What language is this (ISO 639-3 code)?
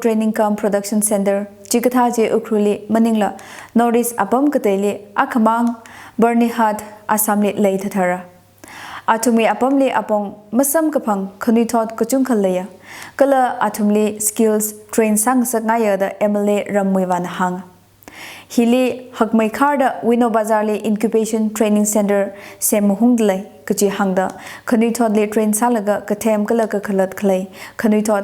nmf